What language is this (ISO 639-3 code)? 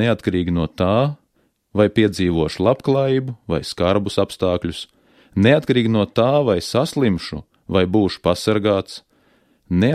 lav